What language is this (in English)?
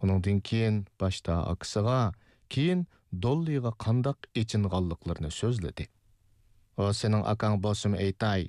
Uyghur